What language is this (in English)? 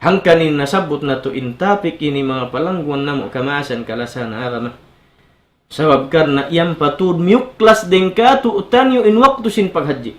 Tausug